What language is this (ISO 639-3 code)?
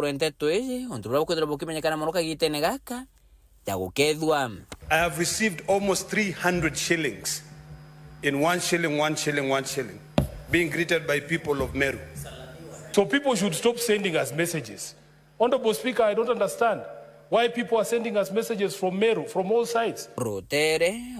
mer